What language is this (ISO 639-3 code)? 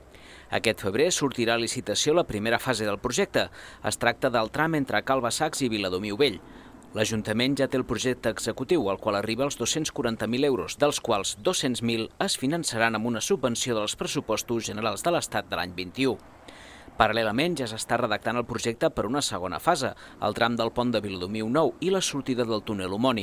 cat